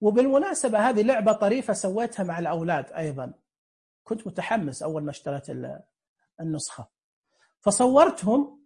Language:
Najdi Arabic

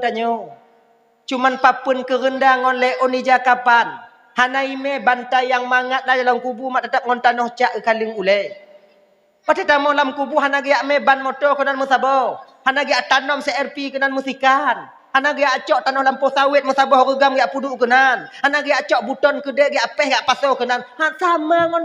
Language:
Achinese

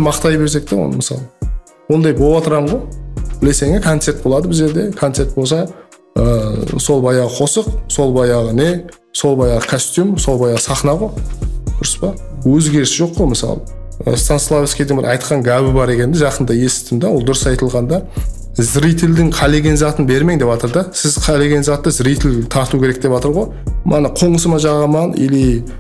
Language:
Kara-Kalpak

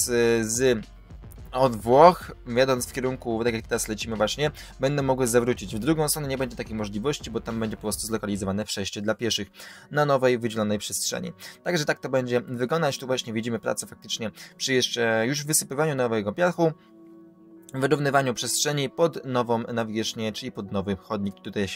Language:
Polish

